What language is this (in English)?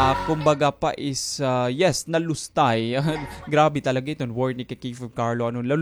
Waray